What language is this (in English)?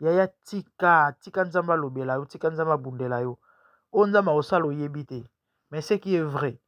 Lingala